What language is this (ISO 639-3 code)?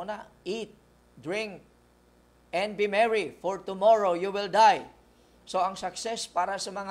hil